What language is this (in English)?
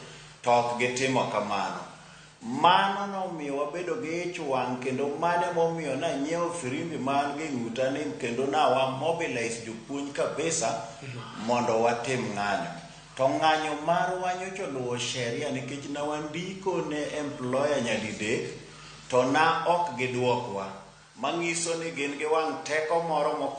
Luo (Kenya and Tanzania)